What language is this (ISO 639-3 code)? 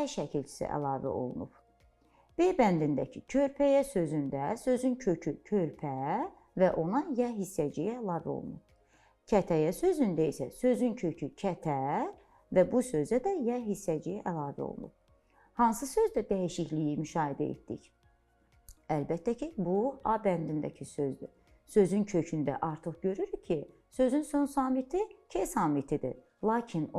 aze